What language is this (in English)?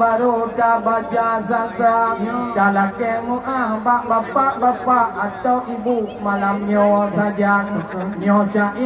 Achinese